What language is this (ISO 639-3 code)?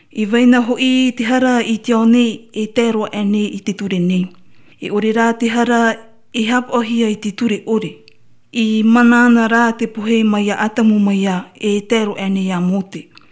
tah